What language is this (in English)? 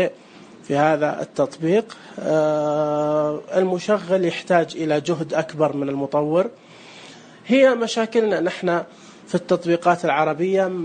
Najdi Arabic